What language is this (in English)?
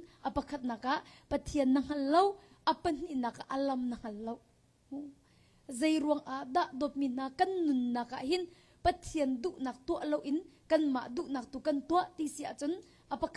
Hakha Chin